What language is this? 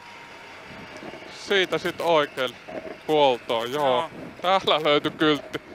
Finnish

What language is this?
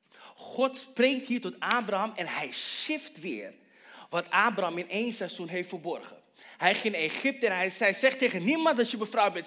Dutch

